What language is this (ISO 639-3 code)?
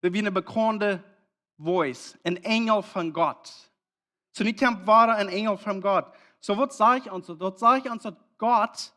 pdt